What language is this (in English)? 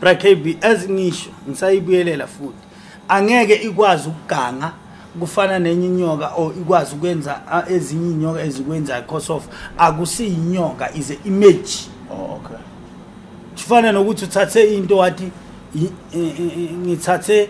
Zulu